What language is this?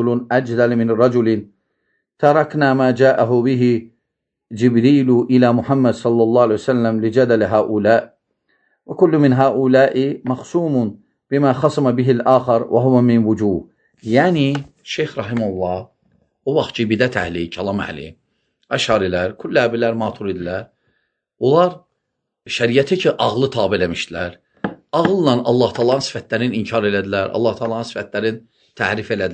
Azerbaijani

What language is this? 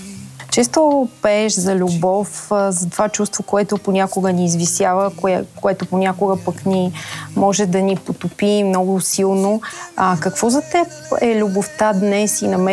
Bulgarian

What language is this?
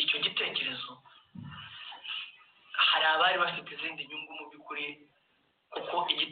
Kinyarwanda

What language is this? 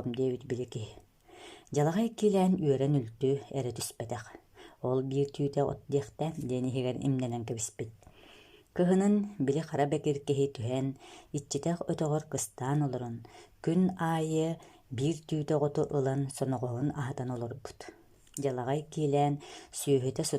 Yakut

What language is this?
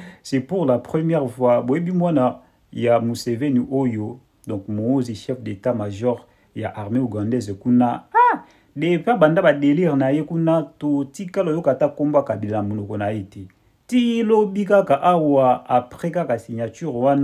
Lingala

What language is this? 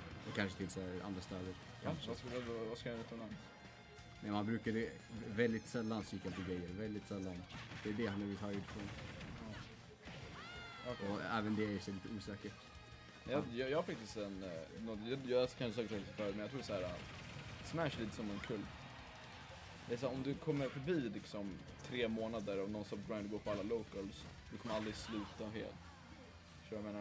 Swedish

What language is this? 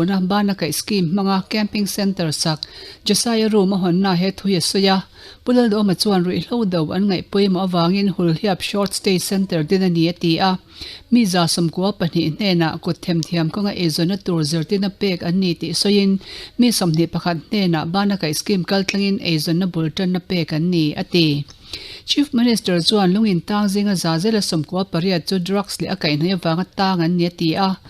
Mizo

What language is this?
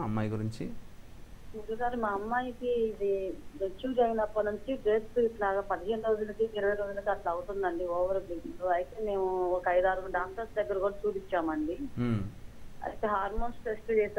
Telugu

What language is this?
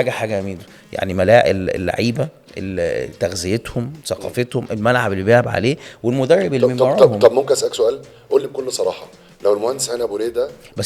Egyptian Arabic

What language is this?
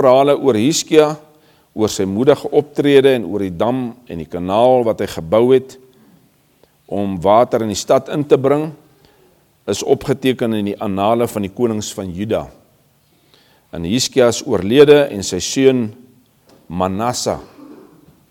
Afrikaans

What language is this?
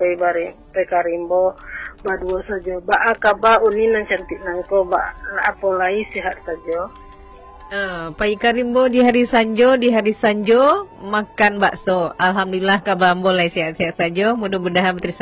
Minangkabau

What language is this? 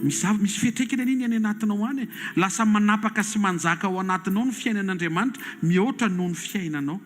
Malagasy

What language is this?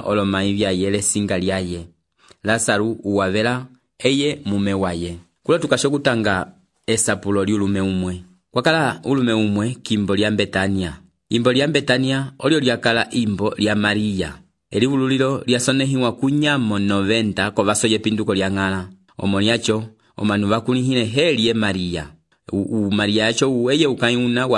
Umbundu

